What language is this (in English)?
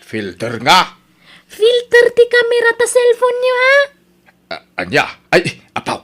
Iloko